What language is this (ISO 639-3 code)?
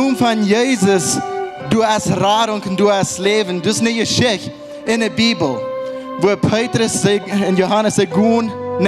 pdt